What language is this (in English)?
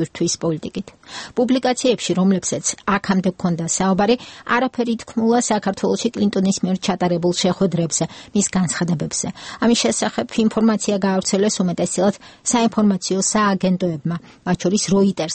Georgian